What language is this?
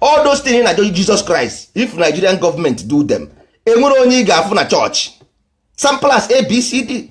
Igbo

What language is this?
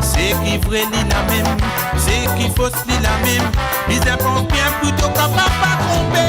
Morisyen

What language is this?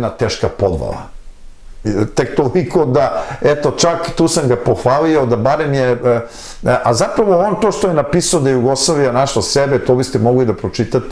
Serbian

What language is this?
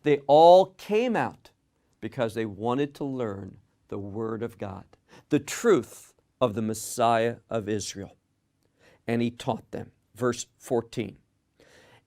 English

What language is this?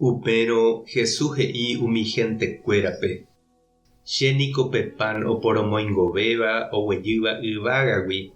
Guarani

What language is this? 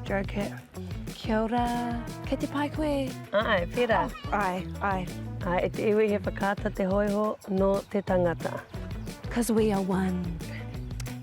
Māori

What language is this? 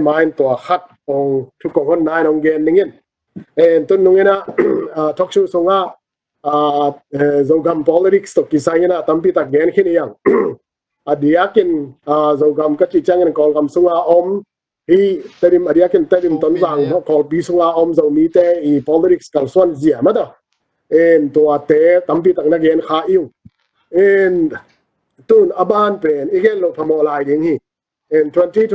Tedim Chin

